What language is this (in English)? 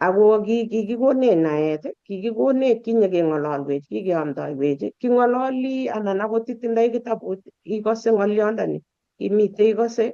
Kalenjin